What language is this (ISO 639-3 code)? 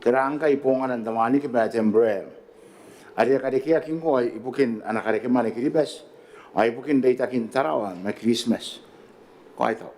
gil